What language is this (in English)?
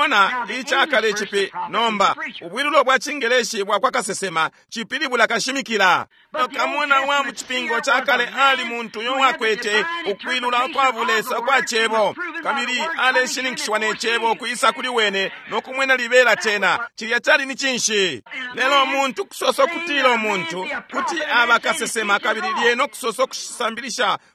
Bemba